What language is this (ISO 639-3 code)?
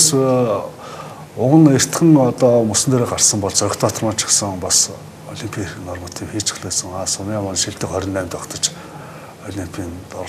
mon